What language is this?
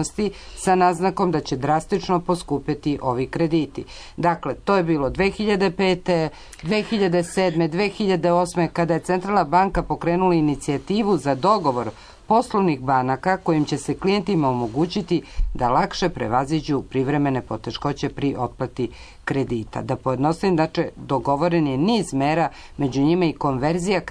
Serbian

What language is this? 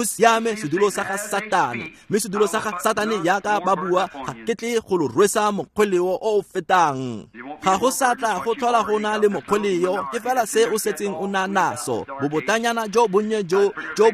Tswana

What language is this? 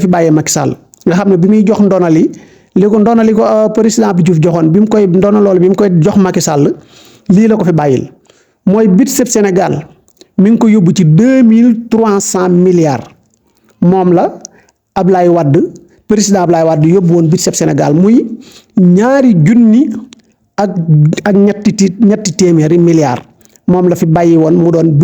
Wolof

